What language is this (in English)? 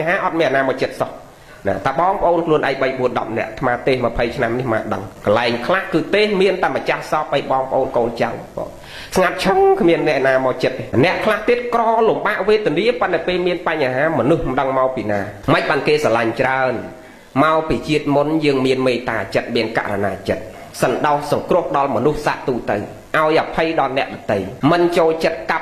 Khmer